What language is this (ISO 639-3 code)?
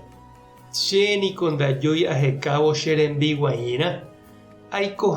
grn